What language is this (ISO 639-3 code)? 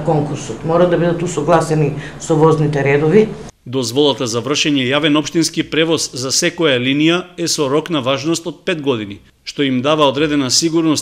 mkd